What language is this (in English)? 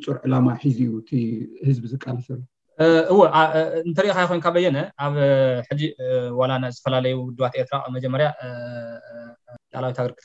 Tigrinya